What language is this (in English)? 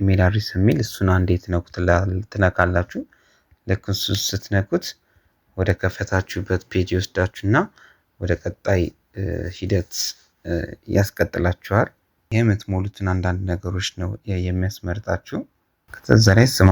Amharic